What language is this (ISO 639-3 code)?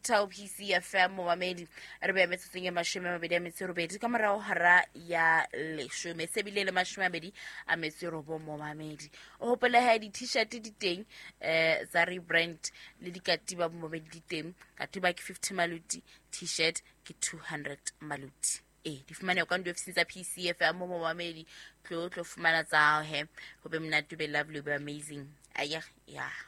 sot